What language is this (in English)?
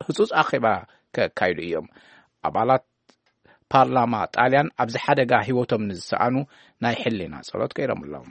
Tigrinya